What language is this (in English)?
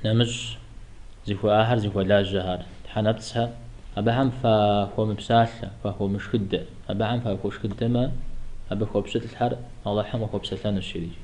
Kabardian